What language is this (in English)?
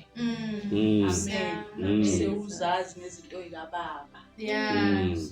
Zulu